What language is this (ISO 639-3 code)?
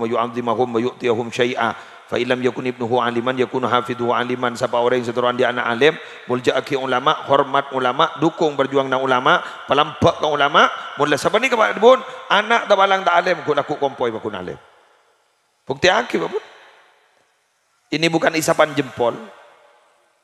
mad